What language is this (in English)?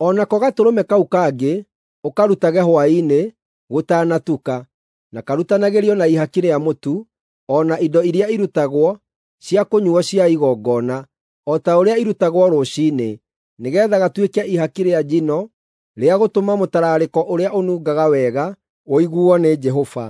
Kikuyu